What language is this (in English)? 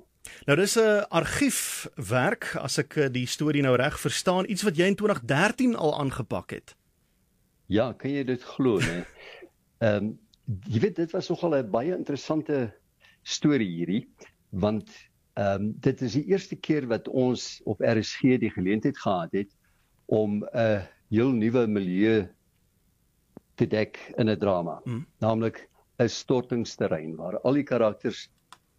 Afrikaans